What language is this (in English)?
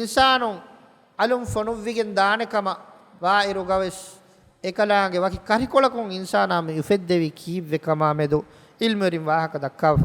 Divehi